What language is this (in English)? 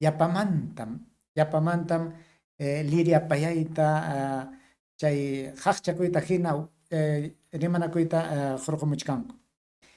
Ayacucho Quechua